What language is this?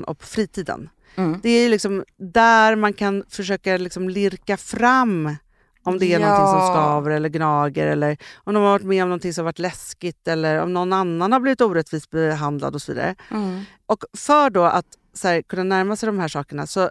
Swedish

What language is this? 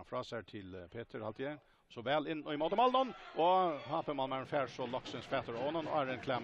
Faroese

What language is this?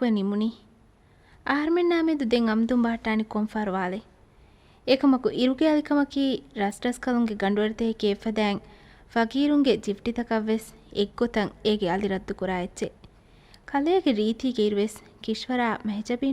Divehi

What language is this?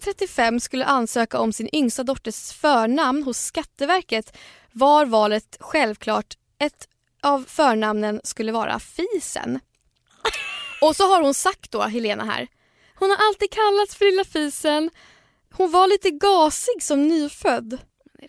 Swedish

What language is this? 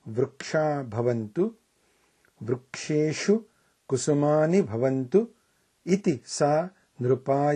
Sanskrit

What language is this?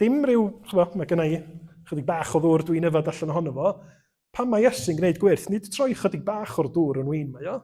Welsh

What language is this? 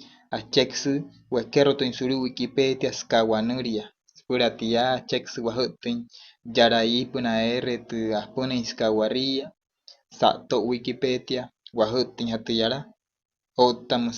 Wayuu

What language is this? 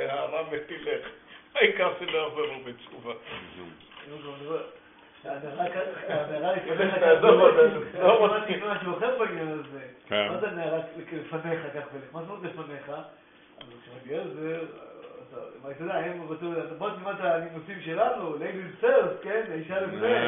Hebrew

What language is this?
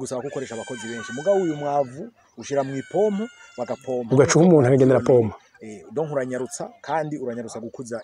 Rundi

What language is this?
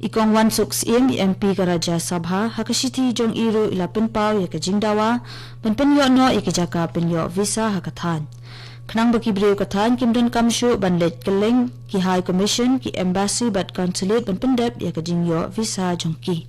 Khasi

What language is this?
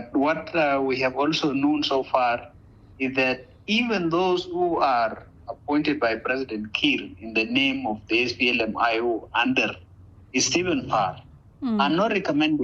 Nuer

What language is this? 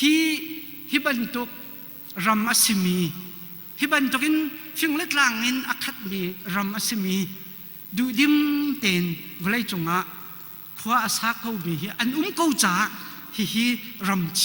Hakha Chin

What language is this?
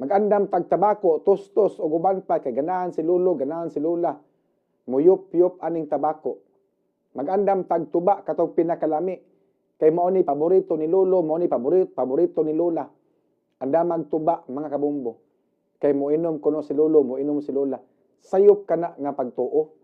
Cebuano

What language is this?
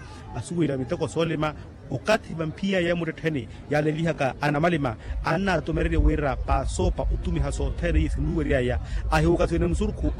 Makhuwa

